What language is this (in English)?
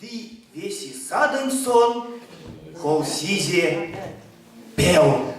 Erzya